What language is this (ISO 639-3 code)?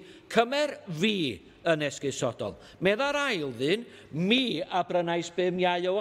cym